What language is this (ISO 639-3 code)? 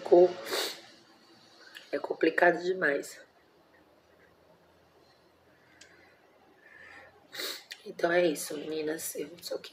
por